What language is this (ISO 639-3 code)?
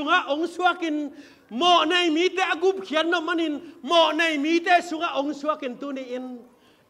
ctd